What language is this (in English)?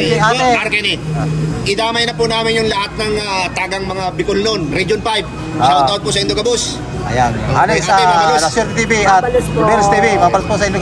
Filipino